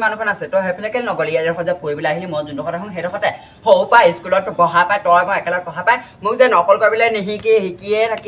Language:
Assamese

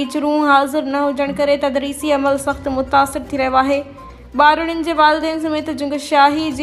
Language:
Sindhi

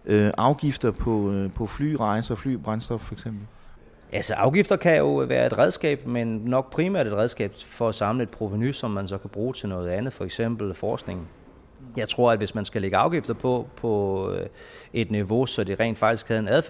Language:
Danish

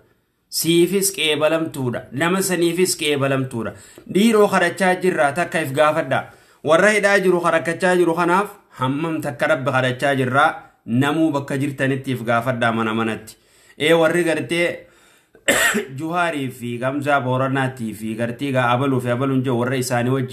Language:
Oromo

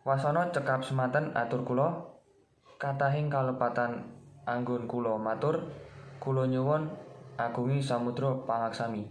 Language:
Javanese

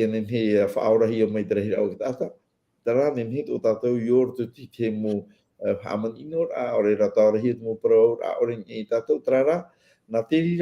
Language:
Tahitian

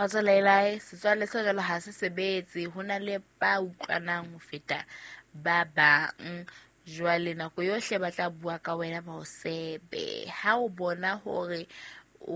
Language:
Southern Sotho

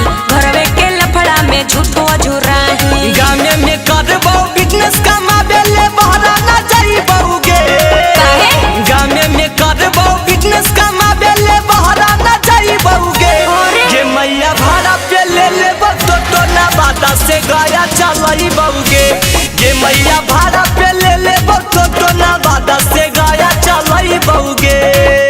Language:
Magahi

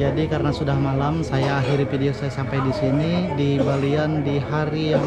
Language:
Ma'anyan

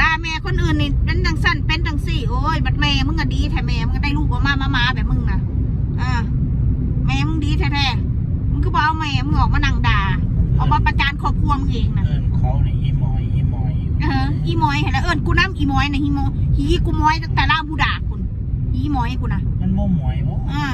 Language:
Northeastern Thai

